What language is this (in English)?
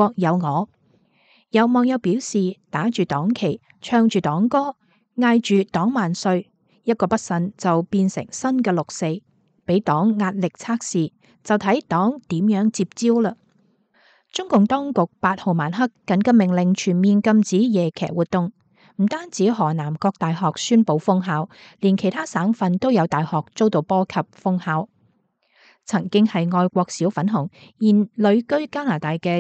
Cantonese